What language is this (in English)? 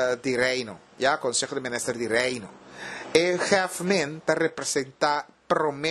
Papiamento